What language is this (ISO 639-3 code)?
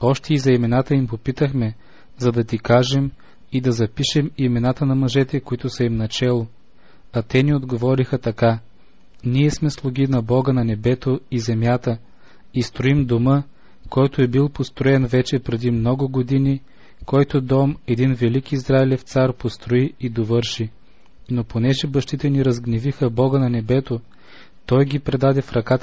bul